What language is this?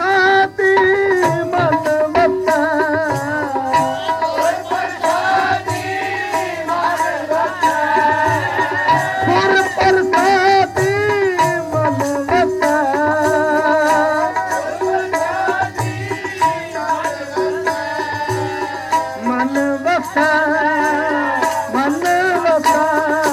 Punjabi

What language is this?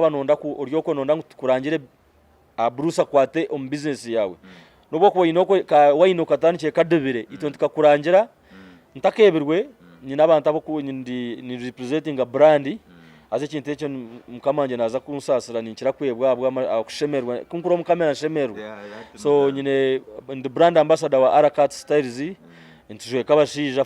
Nyankole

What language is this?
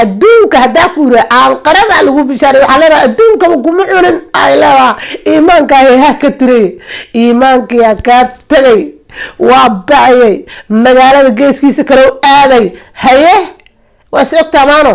Somali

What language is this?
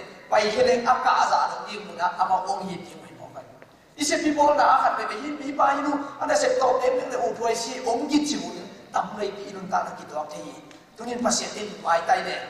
Tedim Chin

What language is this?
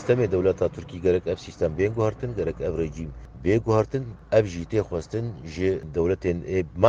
Kurdish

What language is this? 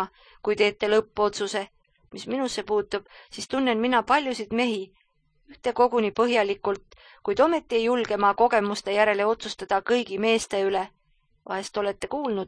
Estonian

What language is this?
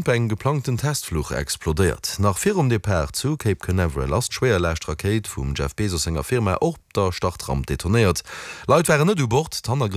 Luxembourgish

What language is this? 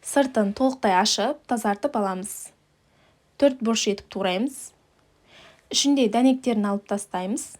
Kazakh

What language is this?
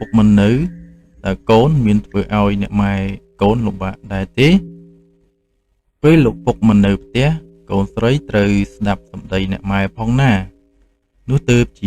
Khmer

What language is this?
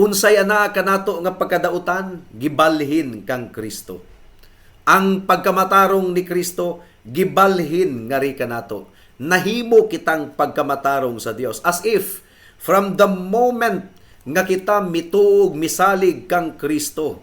Cebuano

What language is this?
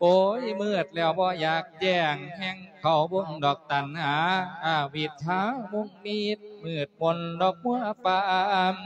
Lao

